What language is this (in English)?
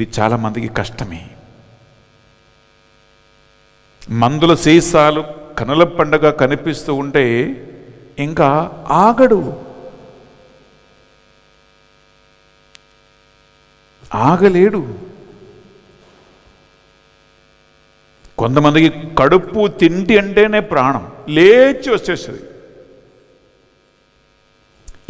Telugu